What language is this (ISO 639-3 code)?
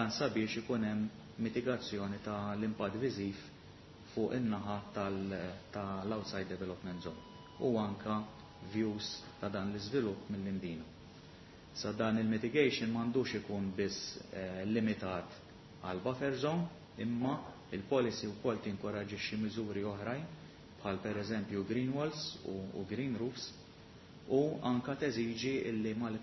mlt